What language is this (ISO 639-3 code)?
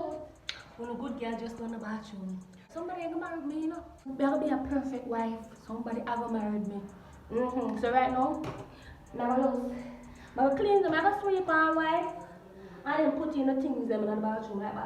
jam